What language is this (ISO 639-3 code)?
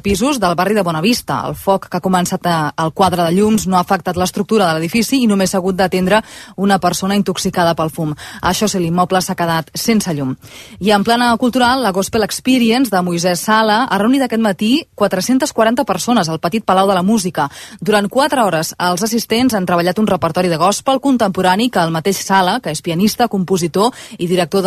cat